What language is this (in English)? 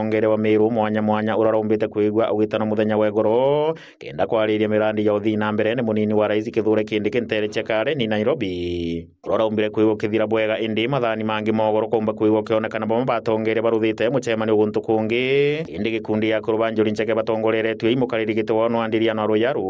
Meru